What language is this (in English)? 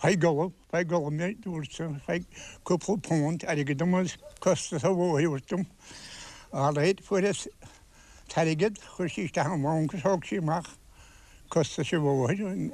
Irish